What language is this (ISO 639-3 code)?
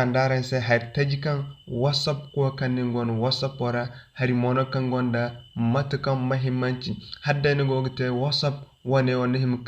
dje